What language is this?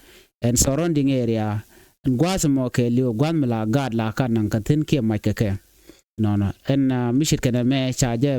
Nuer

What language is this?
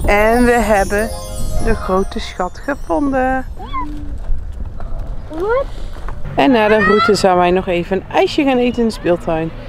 Dutch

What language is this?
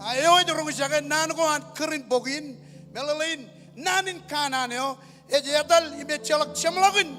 Marshallese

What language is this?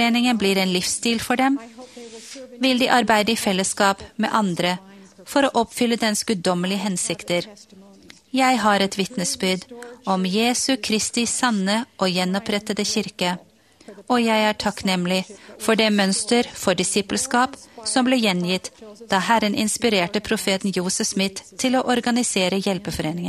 Norwegian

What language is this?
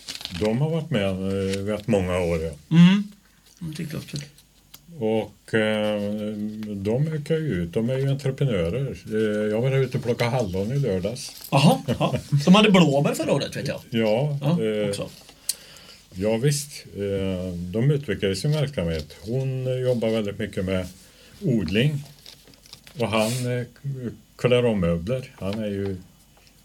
Swedish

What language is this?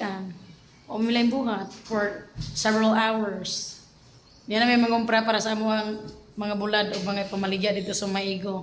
Cebuano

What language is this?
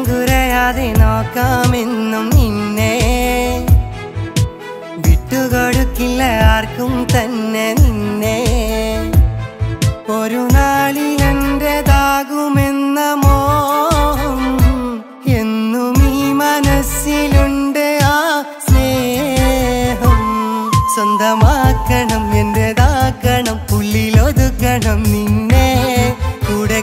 Malayalam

